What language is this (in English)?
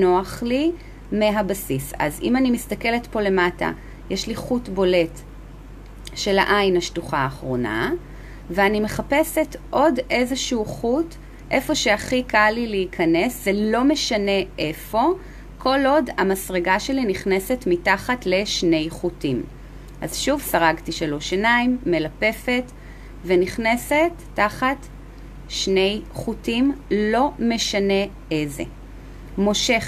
Hebrew